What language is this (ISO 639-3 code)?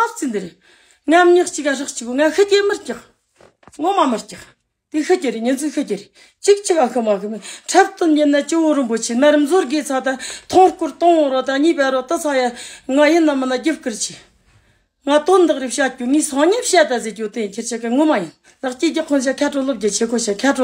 bod